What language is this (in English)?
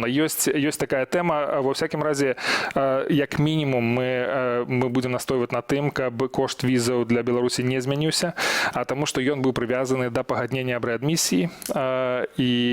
Belarusian